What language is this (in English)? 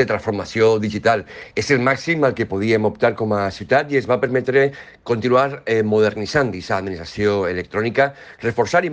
Catalan